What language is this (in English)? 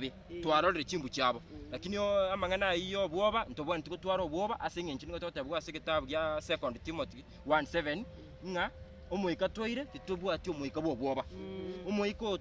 Gusii